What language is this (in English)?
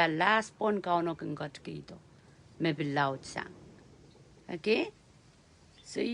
Pohnpeian